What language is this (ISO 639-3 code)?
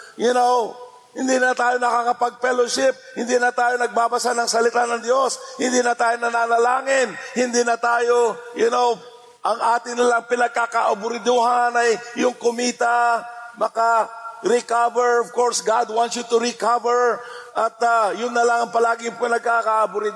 fil